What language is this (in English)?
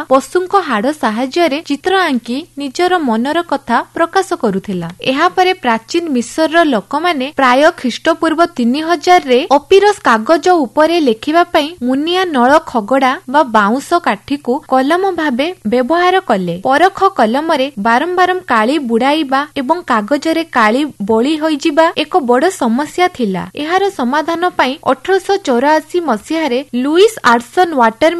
Odia